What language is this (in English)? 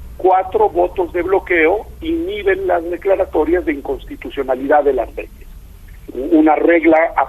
Spanish